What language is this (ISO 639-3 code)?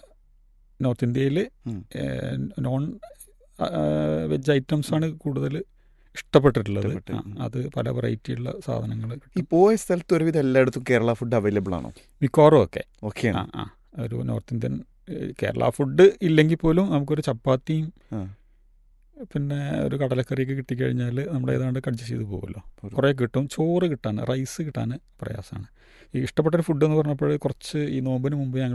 mal